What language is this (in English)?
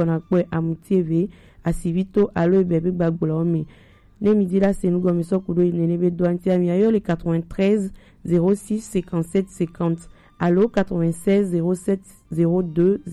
Gen